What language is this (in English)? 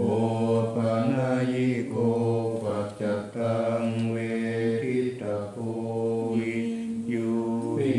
Pali